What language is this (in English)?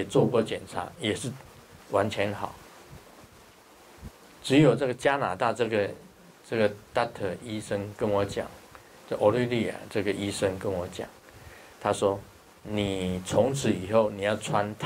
Chinese